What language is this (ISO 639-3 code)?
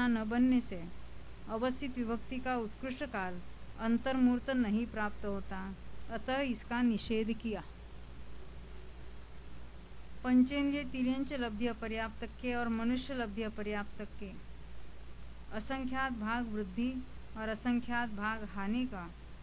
hin